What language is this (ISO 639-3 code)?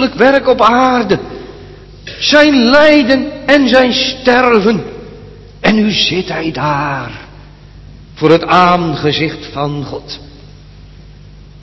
nld